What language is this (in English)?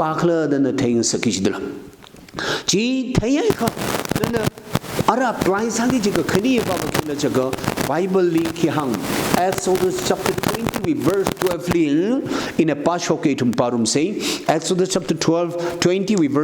Tangkhul Naga (India)